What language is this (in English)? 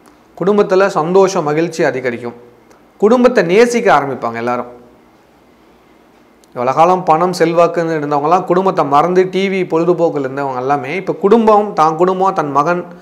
Tamil